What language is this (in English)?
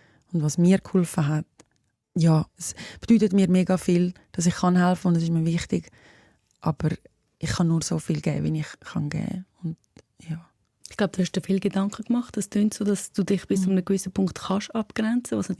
Swiss German